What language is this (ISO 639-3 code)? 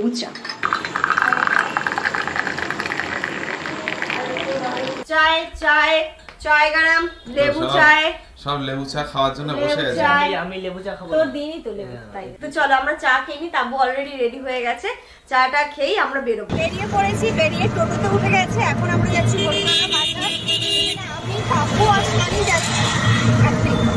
ben